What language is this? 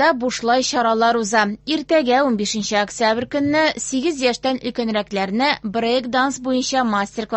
Tatar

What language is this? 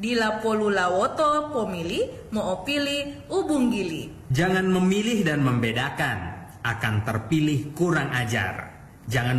Gorontalo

